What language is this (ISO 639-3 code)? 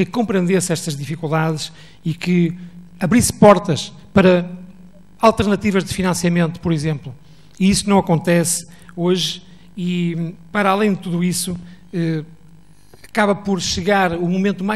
por